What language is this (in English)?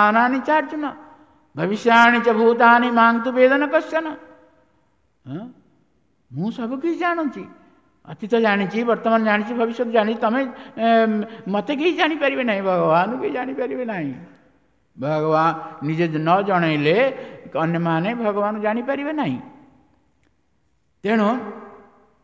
Odia